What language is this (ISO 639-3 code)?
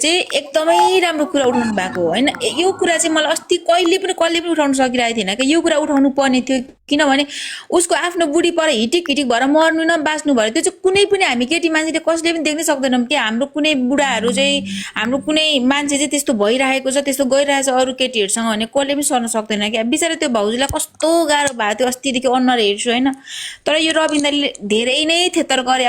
nep